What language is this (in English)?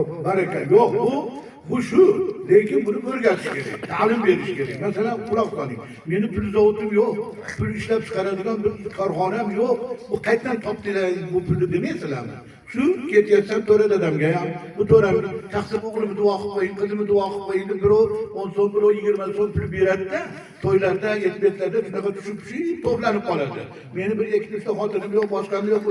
Uzbek